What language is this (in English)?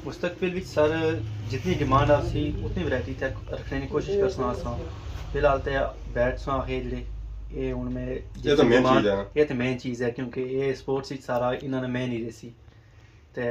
Pahari-Potwari